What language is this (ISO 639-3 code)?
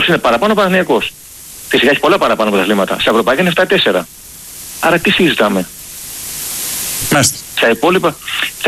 ell